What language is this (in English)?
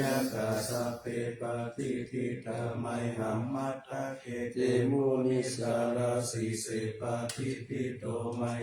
Pali